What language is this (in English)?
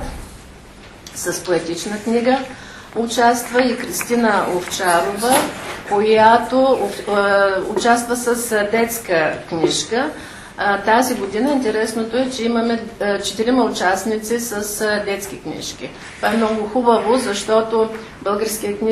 Bulgarian